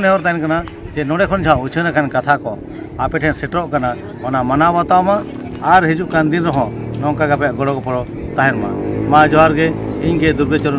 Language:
Santali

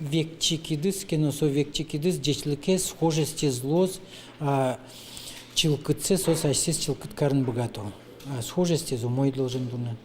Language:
Udmurt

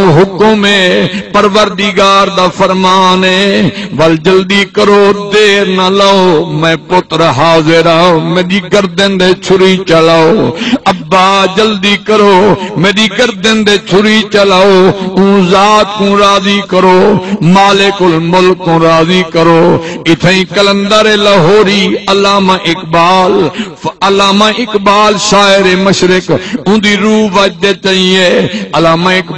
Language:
Saraiki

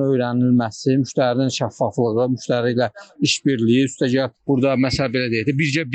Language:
Azerbaijani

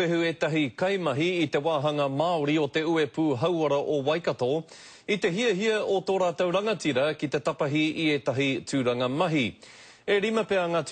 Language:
Māori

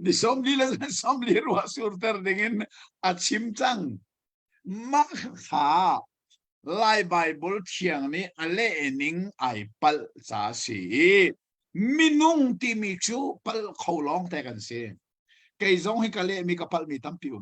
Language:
Hakha Chin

